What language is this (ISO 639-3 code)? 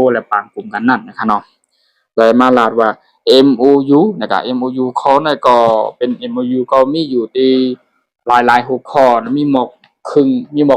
shn